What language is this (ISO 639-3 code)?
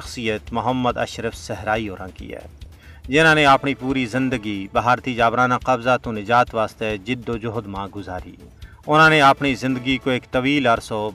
gju